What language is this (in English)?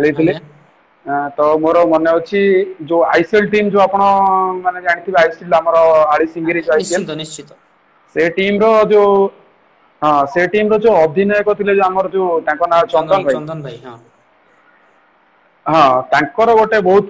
Odia